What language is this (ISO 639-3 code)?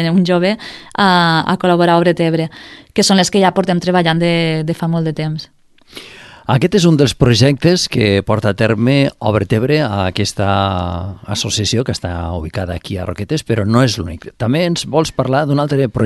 cat